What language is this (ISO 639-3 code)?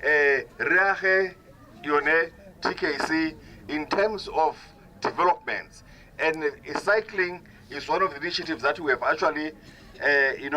tsn